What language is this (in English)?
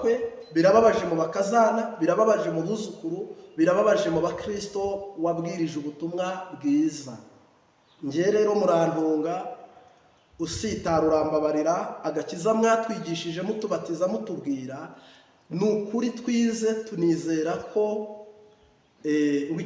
Kinyarwanda